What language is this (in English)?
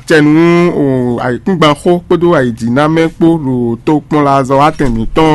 Fon